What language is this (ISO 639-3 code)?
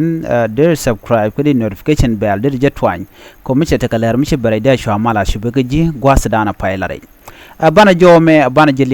nus